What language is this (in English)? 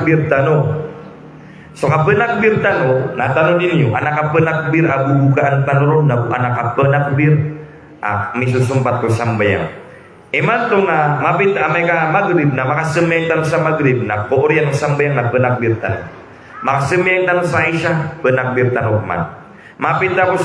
Maranao